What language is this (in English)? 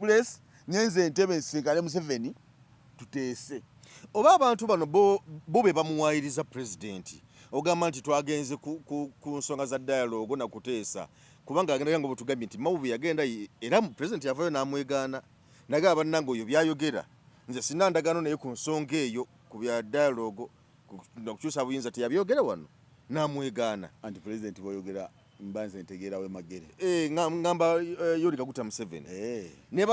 Ganda